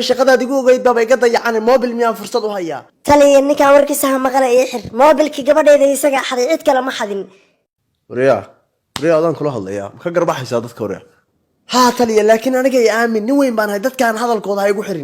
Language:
Somali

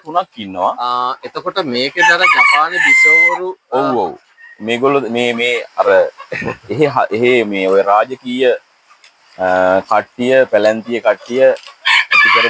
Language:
Sinhala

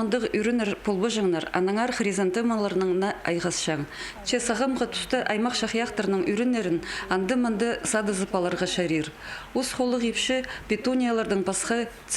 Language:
Khakas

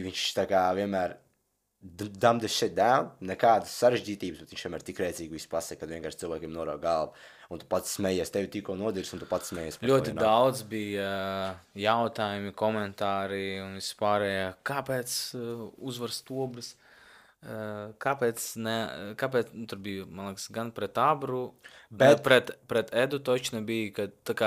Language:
Latvian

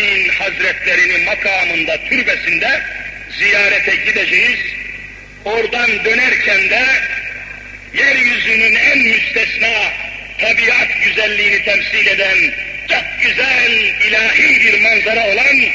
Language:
Turkish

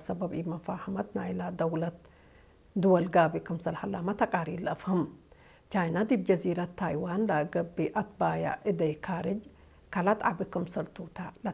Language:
Tigre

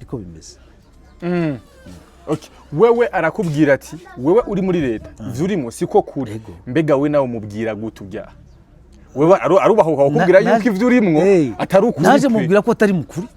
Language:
Rundi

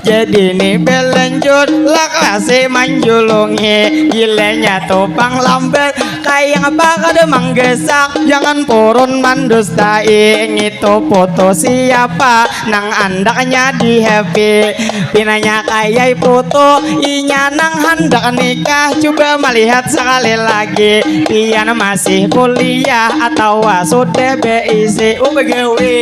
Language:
Banjar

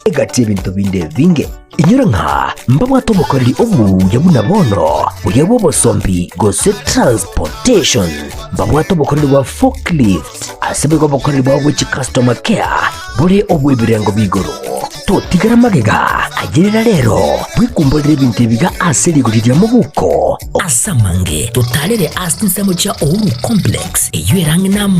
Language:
Gusii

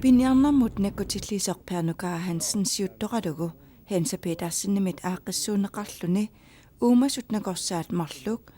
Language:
Kalaallisut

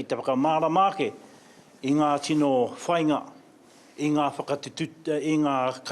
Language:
Māori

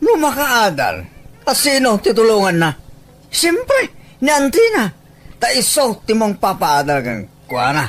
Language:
Iloko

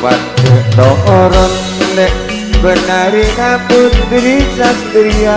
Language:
Madurese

